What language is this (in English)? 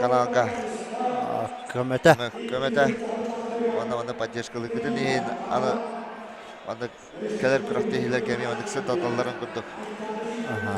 Yakut